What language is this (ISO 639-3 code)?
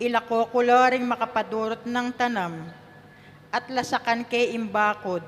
pam